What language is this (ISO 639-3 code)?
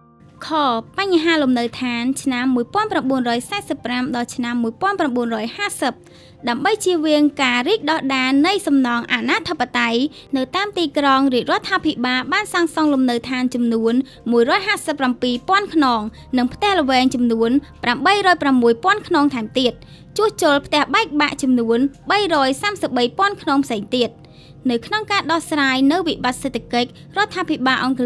khm